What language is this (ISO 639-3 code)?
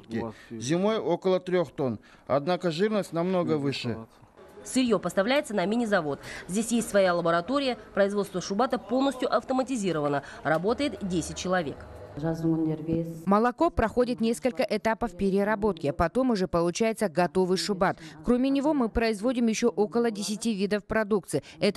rus